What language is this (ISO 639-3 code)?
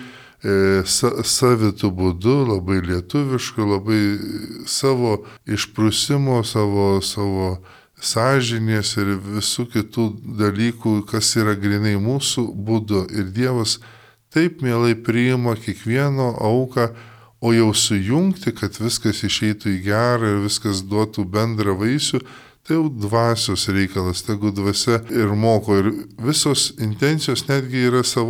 lit